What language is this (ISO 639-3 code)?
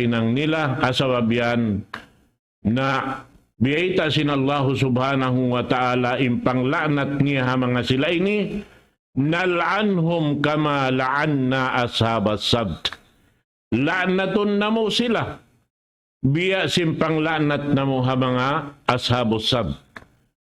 tsg